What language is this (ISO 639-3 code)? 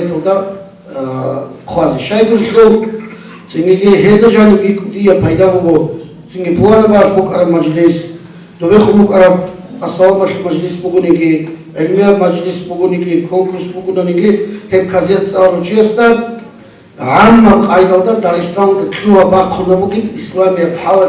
ava